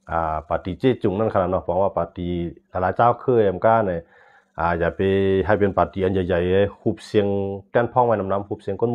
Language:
Shan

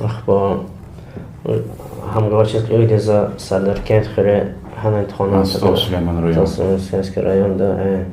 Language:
Lezghian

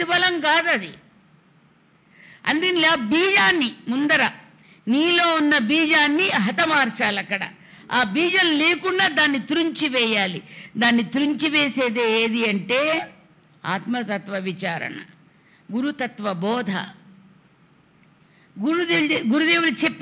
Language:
Telugu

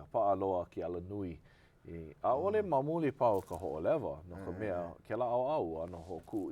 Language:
Hawaiian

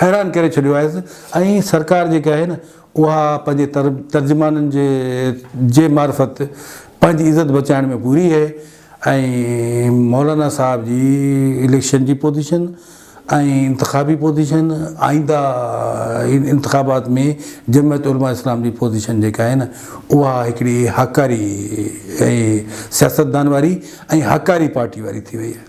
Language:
Sindhi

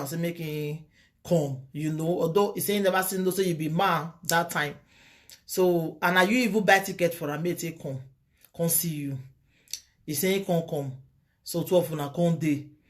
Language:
Nigerian Pidgin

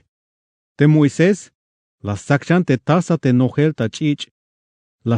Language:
Tzeltal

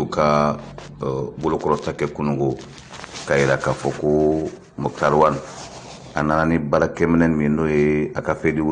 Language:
Bambara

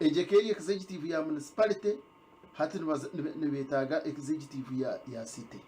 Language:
Nyankole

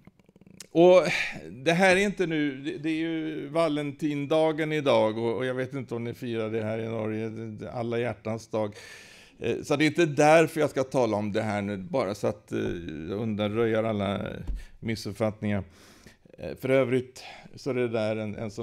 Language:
Swedish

